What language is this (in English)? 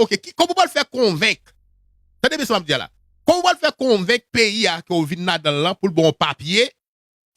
Haitian Creole